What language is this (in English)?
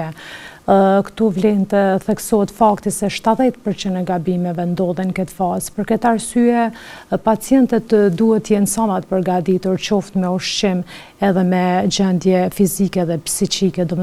Albanian